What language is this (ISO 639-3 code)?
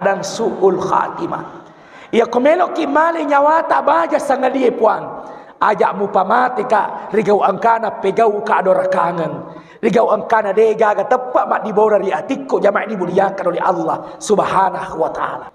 bug